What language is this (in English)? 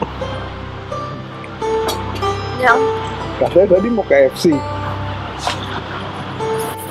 Indonesian